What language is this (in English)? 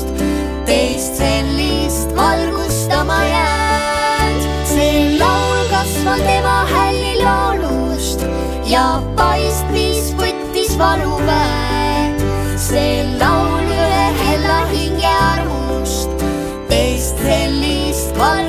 Estonian